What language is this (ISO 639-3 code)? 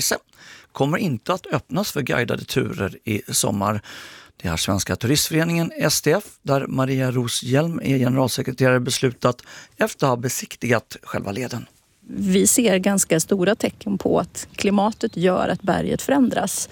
swe